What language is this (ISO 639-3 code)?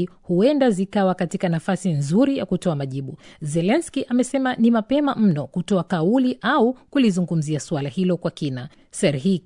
swa